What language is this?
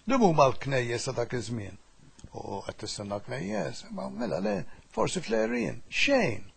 Maltese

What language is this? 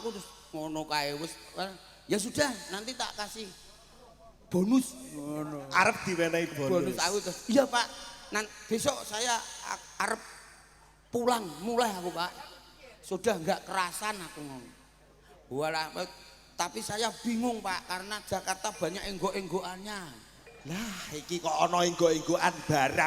Javanese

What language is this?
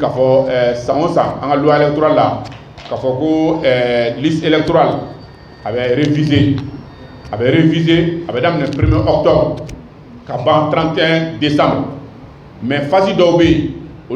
Bambara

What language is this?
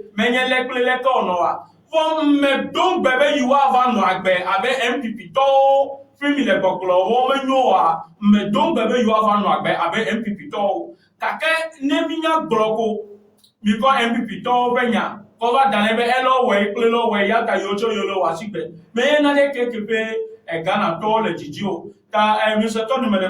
Ewe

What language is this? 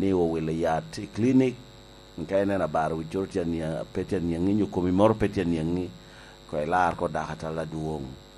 Lango (Uganda)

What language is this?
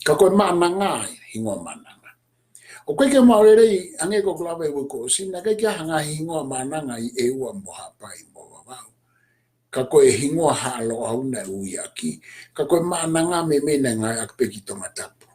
Tongan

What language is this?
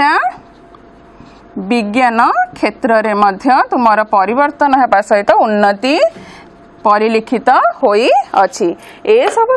Odia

